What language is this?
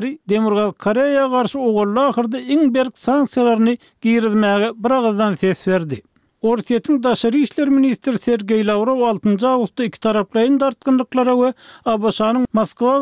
Turkmen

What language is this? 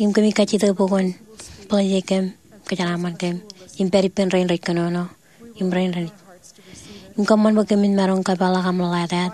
Marshallese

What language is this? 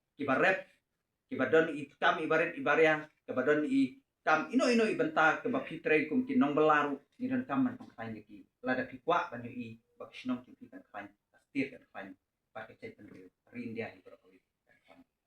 Khasi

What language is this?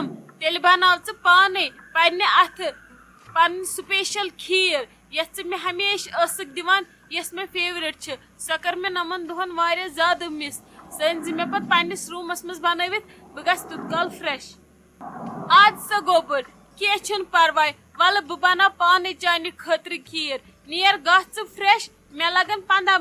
Kashmiri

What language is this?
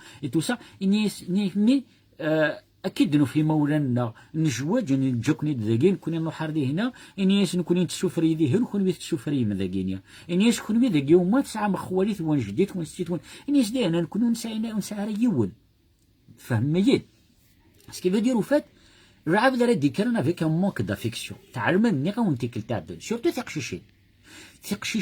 Kabyle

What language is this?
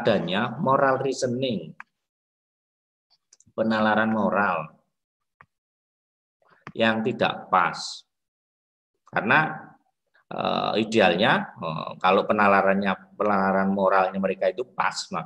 Indonesian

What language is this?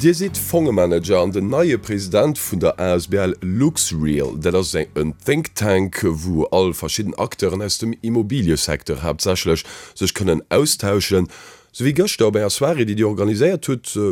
Luxembourgish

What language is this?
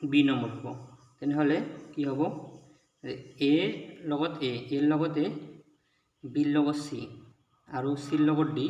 Assamese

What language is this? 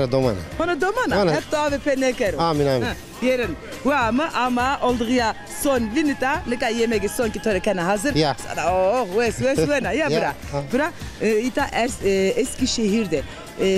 Zaza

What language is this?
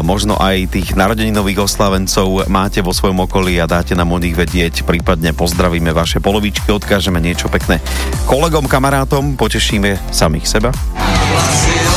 Slovak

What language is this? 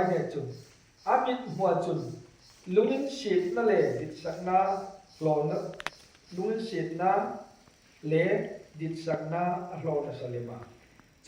Hmar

